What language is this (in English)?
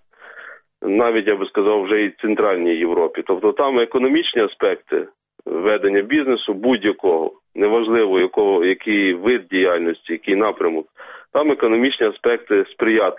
Ukrainian